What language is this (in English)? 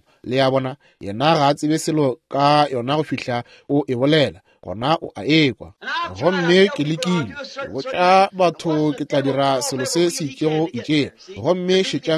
Northern Sotho